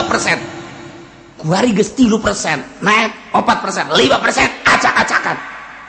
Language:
Sundanese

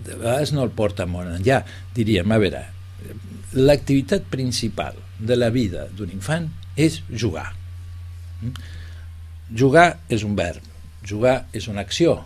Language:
Catalan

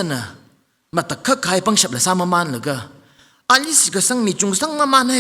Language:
Tangkhul Naga (India)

